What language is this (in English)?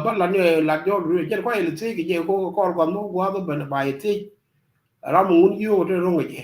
Nuer